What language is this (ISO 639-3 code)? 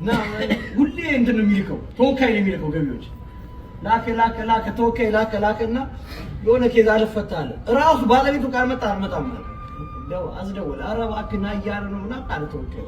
amh